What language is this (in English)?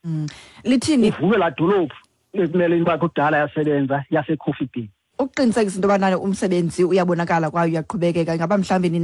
Xhosa